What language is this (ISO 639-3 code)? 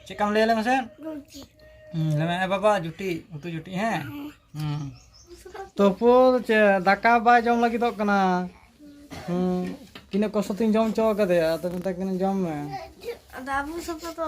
sat